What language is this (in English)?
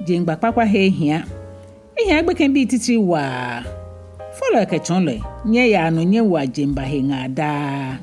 Ga